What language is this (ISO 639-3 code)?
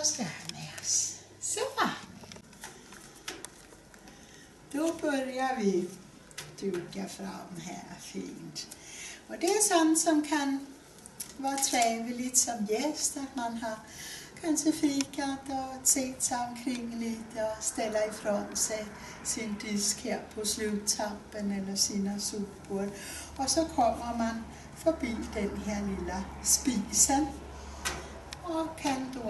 swe